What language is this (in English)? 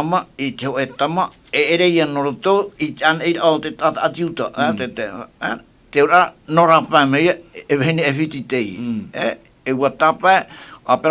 Tahitian